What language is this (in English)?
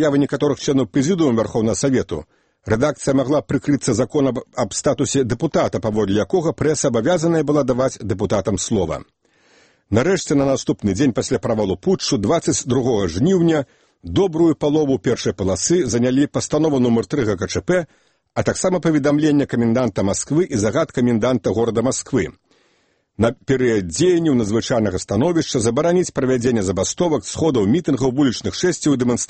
Belarusian